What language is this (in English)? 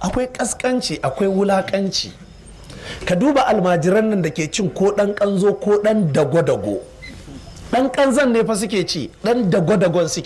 Hausa